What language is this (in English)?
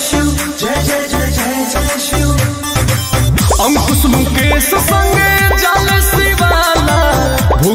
Bhojpuri